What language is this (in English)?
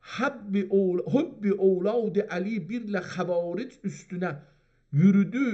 South Azerbaijani